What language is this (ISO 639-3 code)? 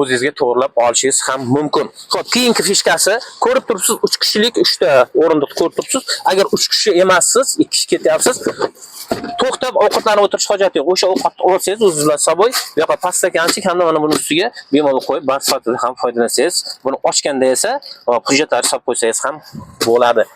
uzb